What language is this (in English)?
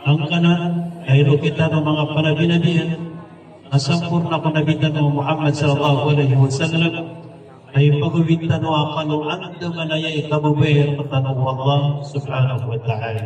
Maranao